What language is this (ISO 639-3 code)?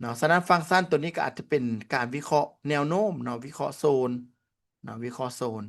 lao